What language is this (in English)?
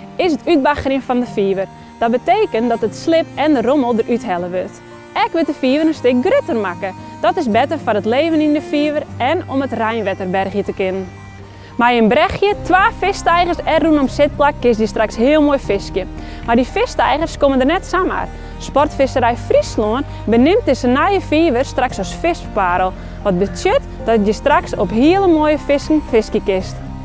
Western Frisian